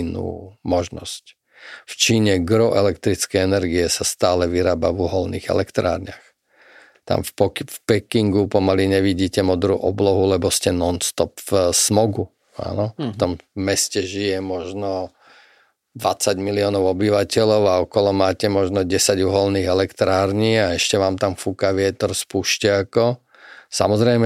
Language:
Slovak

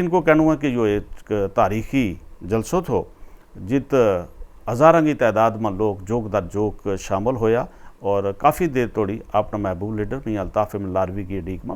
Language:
Gujari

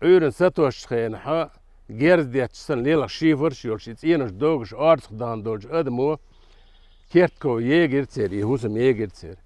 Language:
Chechen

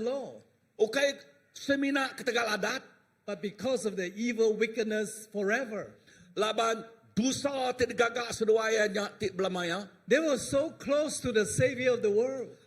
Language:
Iban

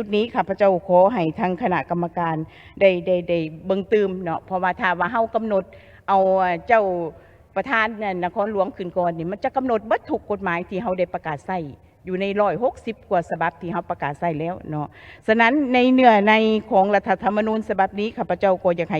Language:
Lao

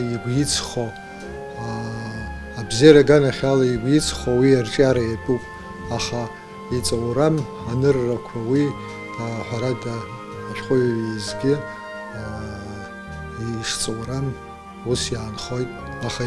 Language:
Abkhazian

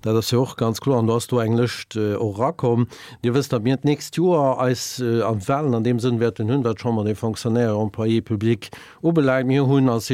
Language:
Luxembourgish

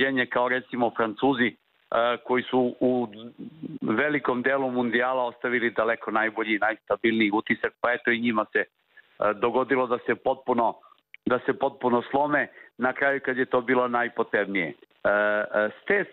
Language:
Serbian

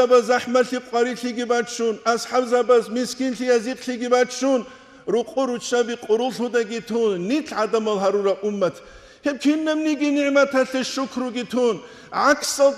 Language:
Avaric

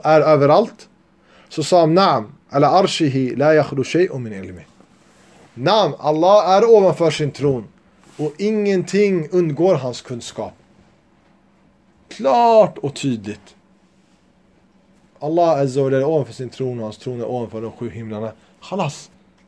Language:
Swedish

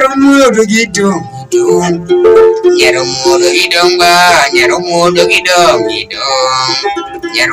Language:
Alur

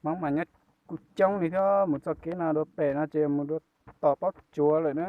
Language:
Hmong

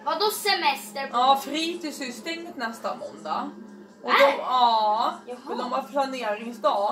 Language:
Swedish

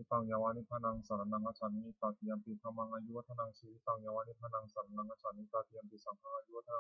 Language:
Pali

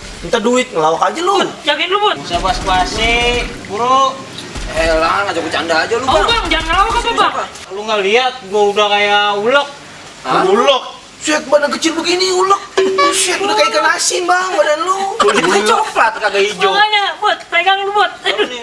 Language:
Betawi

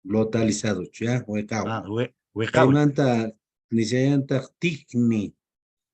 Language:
Quechua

